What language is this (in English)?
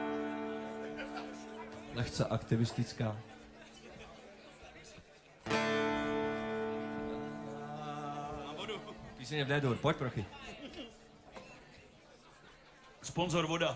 Czech